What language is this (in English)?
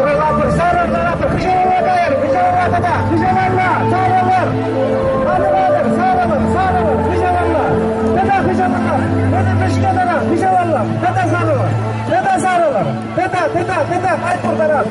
Chuvash